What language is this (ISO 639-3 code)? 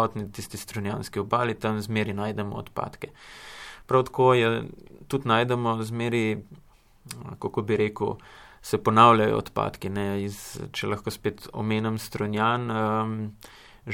slv